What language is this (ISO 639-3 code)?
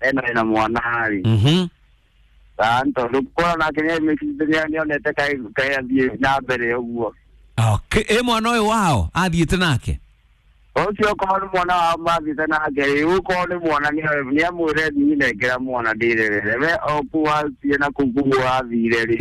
kik